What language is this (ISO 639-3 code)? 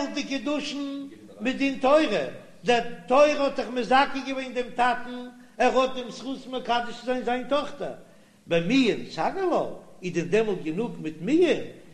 yid